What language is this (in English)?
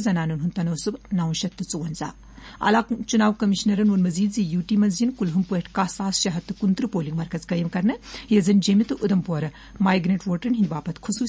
Kashmiri